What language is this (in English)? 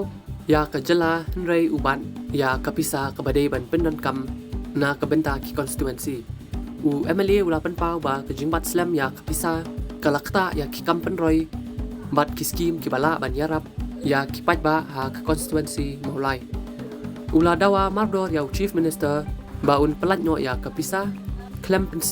Khasi